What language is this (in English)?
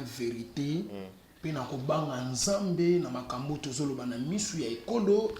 Lingala